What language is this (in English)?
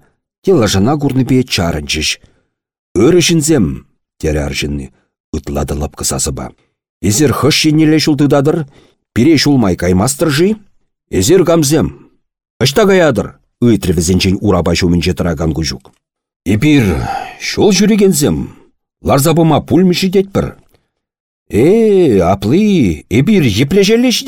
Chuvash